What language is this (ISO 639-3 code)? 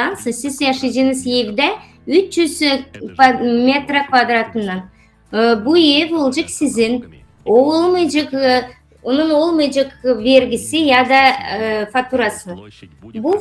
gag